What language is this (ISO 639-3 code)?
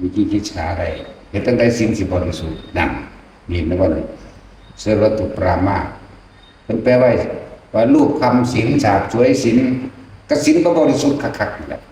tts